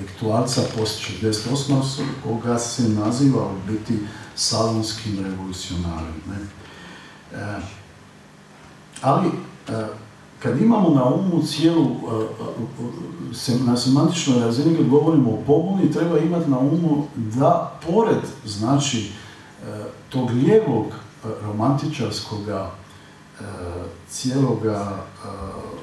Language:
Croatian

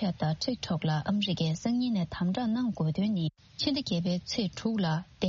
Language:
Tibetan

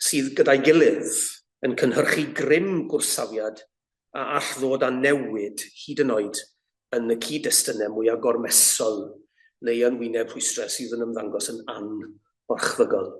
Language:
Welsh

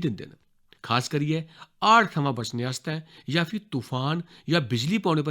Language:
Dogri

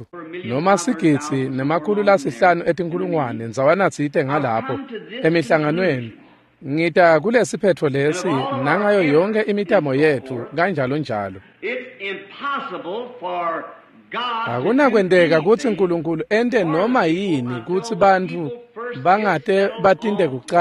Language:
Swati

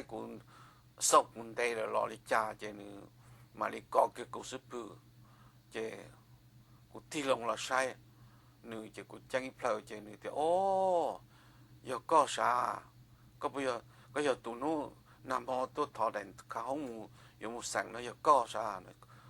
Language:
Hmong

